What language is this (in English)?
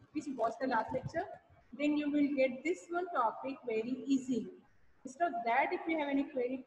English